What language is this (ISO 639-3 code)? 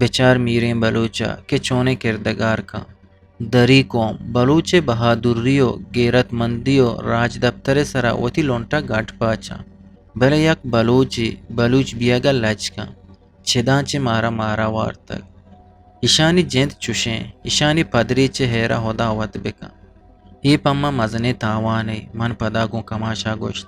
bgp